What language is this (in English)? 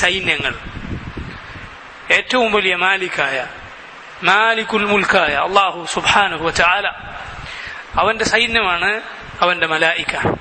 Malayalam